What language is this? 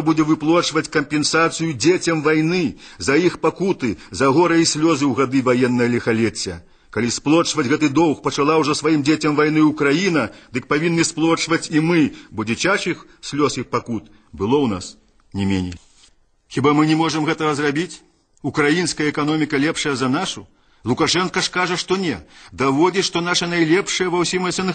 Belarusian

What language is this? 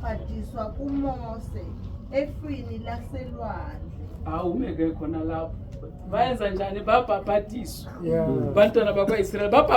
Zulu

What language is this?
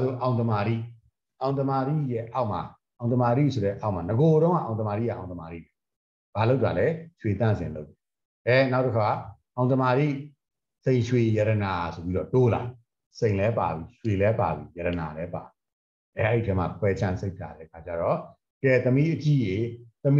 Burmese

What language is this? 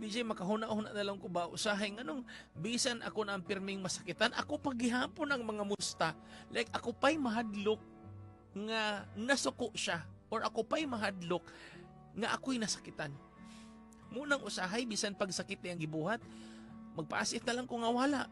Cebuano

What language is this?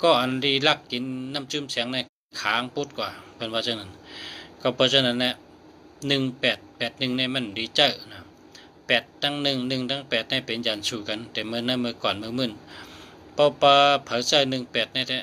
Shan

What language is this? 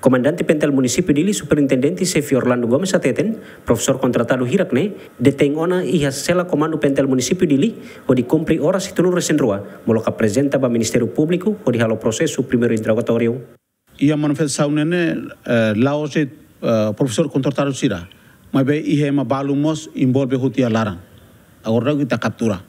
Tetum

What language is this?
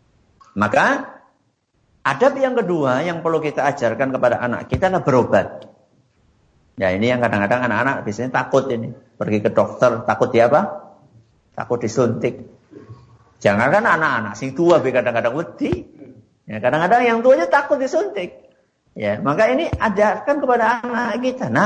Indonesian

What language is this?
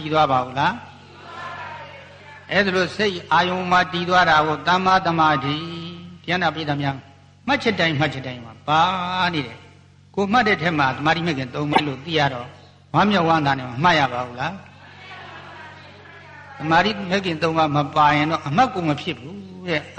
Burmese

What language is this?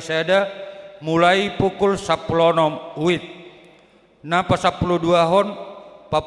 Batak Toba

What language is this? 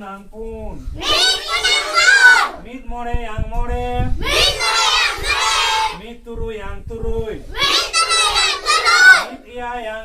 Santali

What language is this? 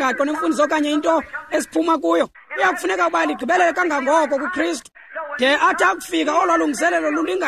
Xhosa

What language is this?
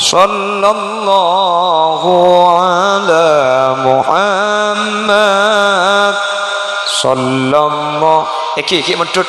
Madurese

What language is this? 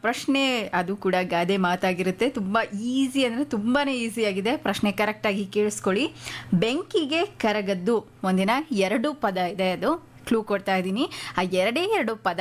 Kannada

